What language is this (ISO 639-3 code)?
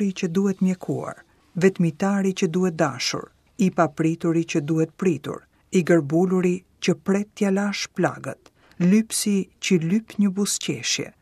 sqi